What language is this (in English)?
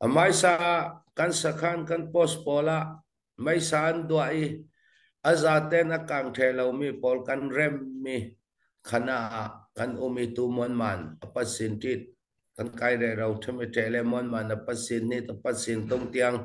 Falam Chin